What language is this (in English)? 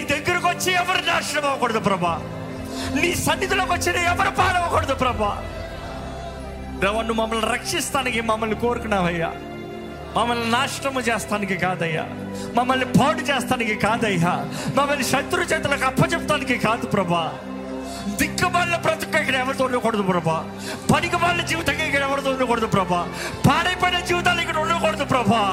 Telugu